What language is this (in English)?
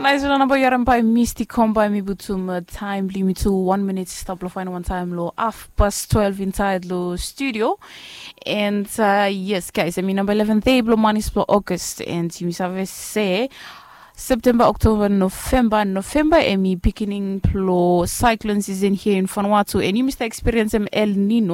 Bislama